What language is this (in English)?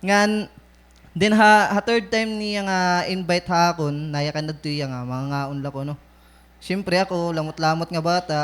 Waray